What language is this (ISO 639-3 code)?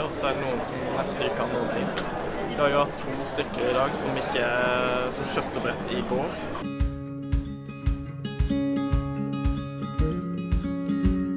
nor